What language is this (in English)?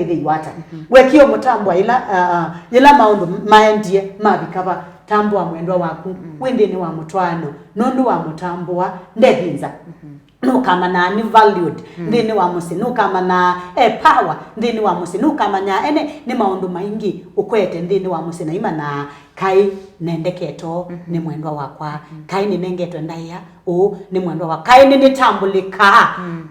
Kamba